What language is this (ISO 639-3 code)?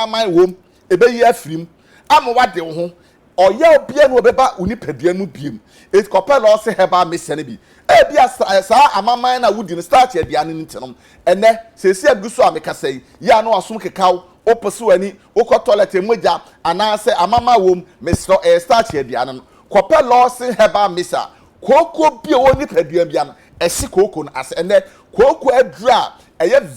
aka